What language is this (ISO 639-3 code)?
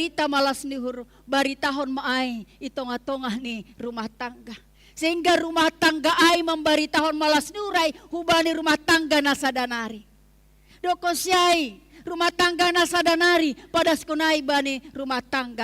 bts